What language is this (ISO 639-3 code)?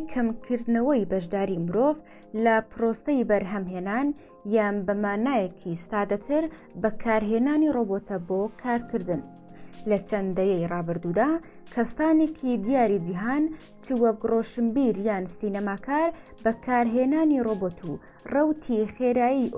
ckb